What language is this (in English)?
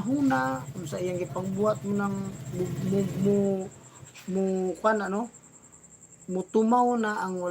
Cebuano